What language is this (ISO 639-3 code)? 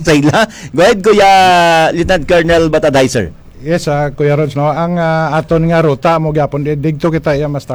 hil